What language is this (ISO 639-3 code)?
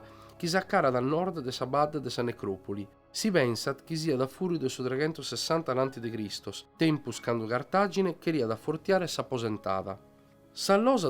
srd